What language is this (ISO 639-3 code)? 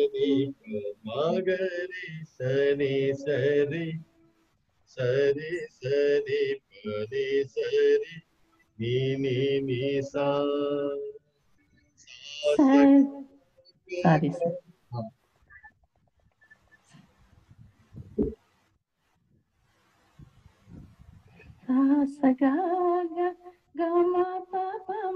tel